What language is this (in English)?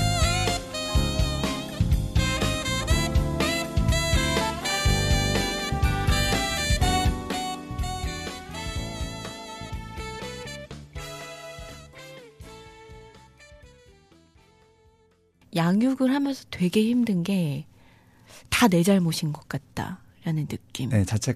Korean